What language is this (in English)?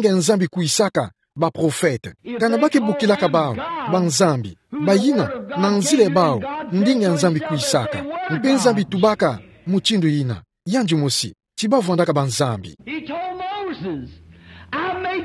Kituba (Democratic Republic of Congo)